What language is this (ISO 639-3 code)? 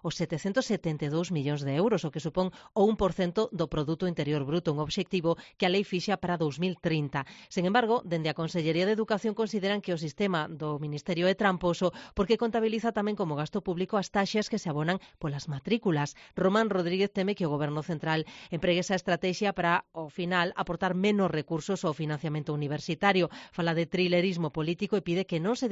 glg